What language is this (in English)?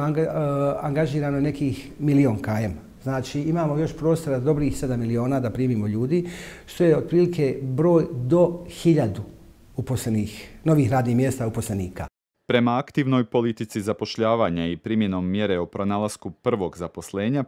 Croatian